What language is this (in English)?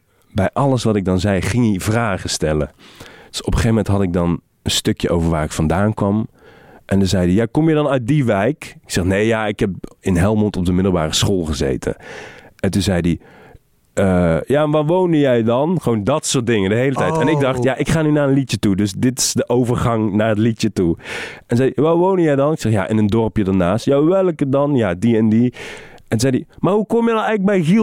Dutch